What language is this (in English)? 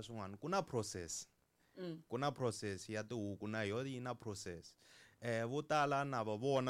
Tsonga